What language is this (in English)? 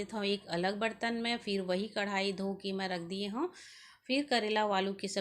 Chhattisgarhi